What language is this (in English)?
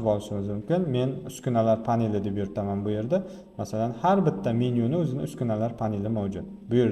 Uzbek